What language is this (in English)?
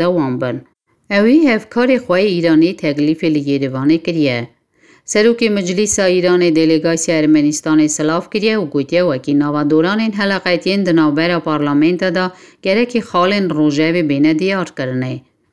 Kurdish